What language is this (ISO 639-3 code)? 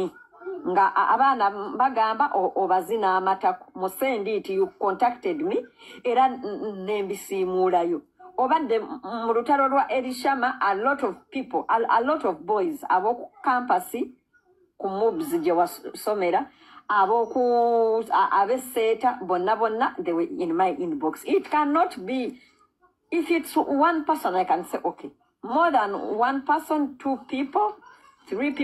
lug